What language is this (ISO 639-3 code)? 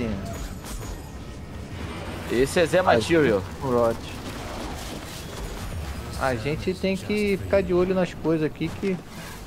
por